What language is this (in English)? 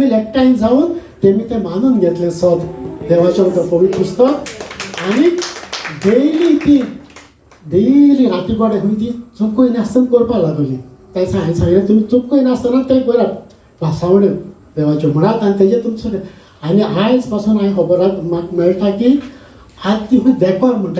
Konkani